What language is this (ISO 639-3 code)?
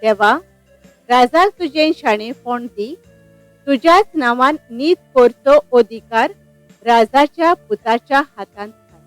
kok